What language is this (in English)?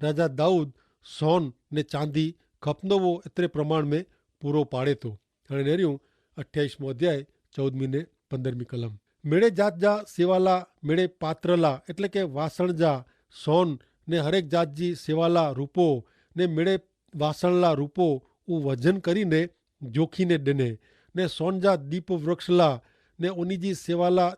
Kachhi